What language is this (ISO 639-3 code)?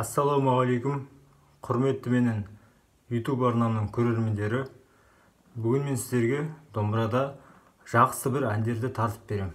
kaz